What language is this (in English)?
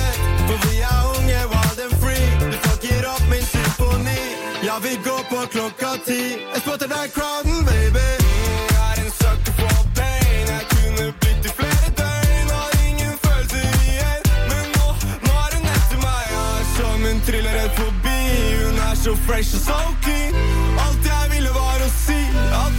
Norwegian